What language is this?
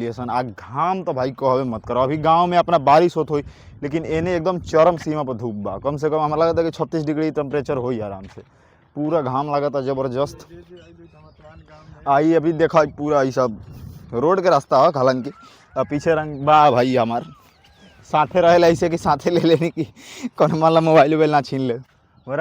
Bhojpuri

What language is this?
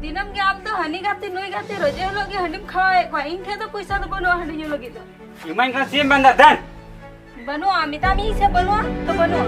Santali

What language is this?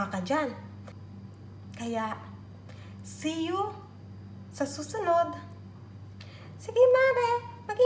Filipino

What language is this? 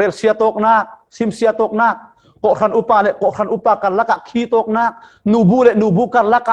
Falam Chin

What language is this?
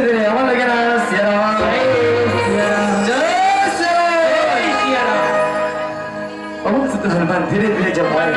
Chhattisgarhi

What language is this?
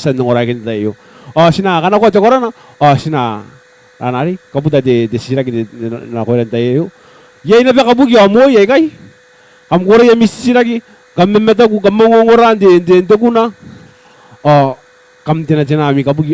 Gilbertese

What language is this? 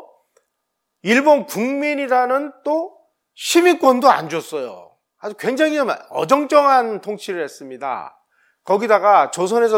Korean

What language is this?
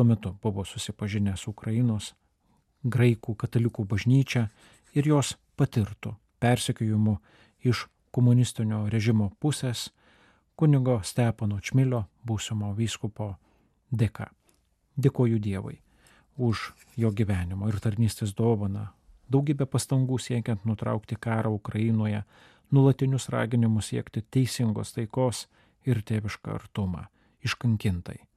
Lithuanian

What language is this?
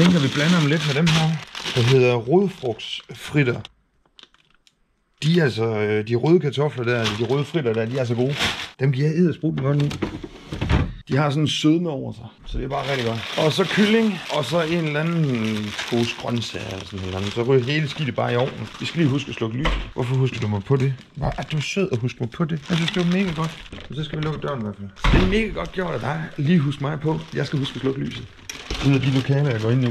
Danish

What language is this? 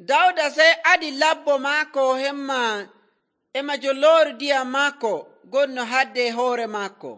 Nigerian Fulfulde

